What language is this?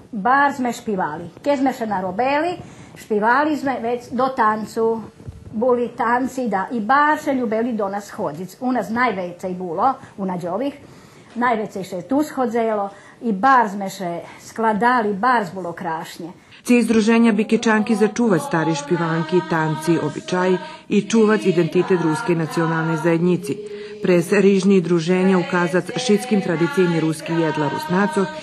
Rusyn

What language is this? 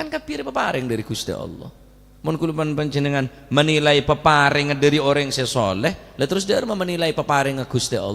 Madurese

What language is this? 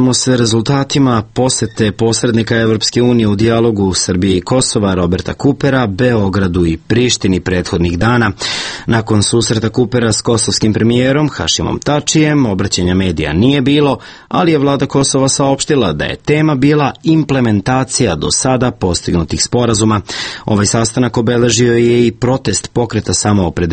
Serbian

